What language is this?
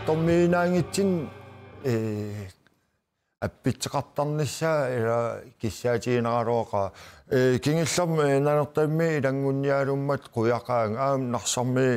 Kalaallisut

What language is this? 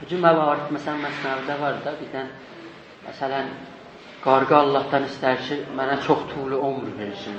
South Azerbaijani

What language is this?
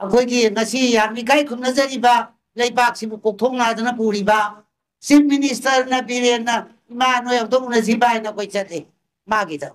Manipuri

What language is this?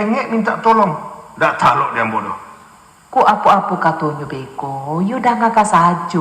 Minangkabau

